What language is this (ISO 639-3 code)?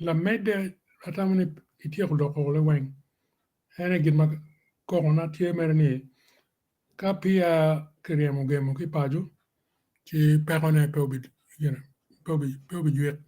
ach